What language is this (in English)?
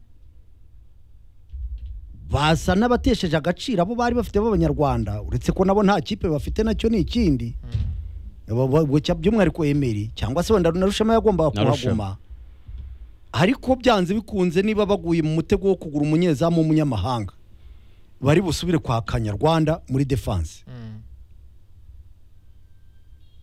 Kinyarwanda